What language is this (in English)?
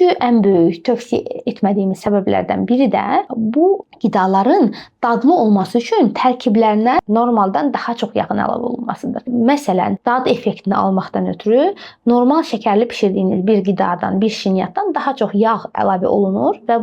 Azerbaijani